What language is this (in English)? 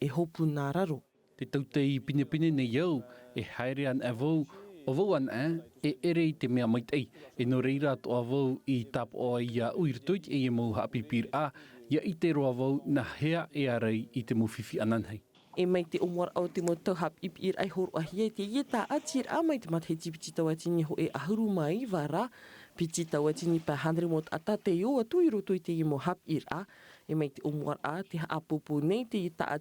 Tahitian